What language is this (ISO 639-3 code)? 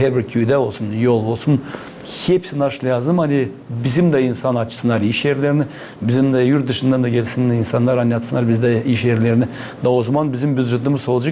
gag